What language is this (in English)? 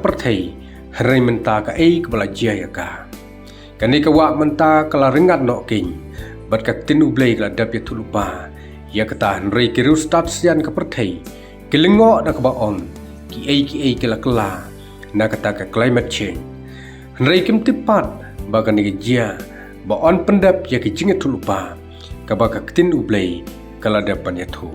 Khasi